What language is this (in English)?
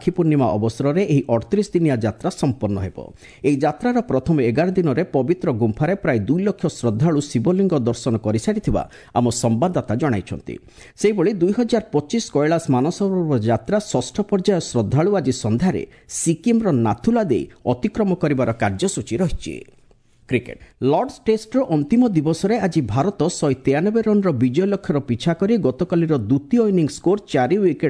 Odia